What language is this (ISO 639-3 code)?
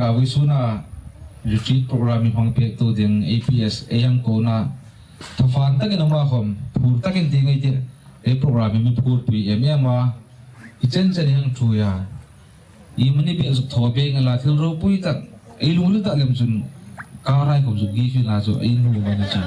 hmr